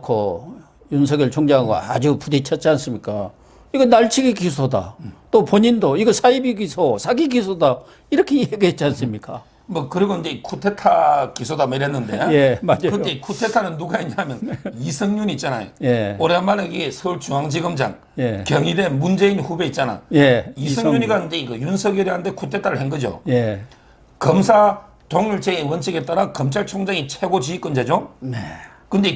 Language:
Korean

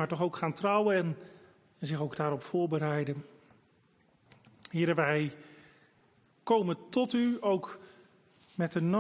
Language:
Dutch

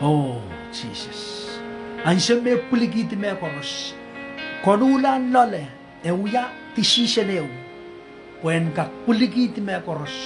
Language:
Pohnpeian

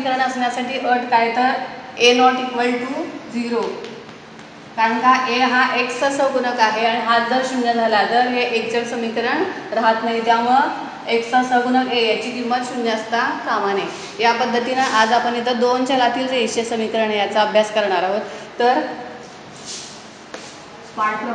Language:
Marathi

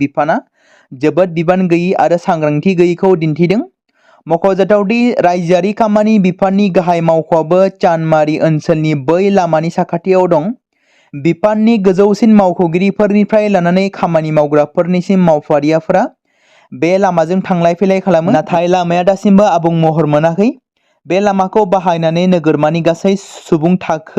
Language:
Bodo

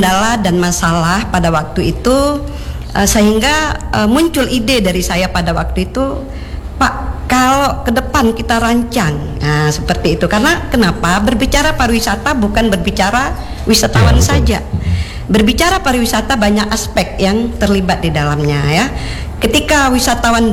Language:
Indonesian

